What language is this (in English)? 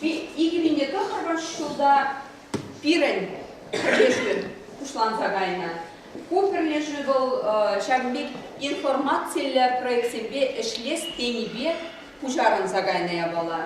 Chuvash